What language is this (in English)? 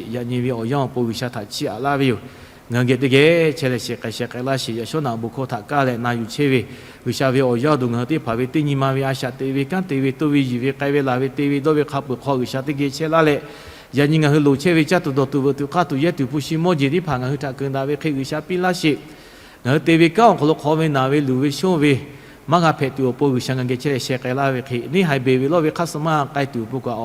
Lahu